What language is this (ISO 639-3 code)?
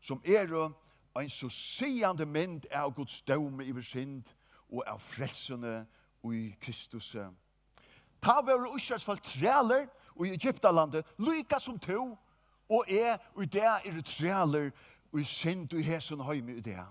fao